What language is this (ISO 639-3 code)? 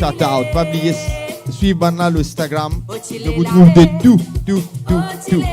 mfe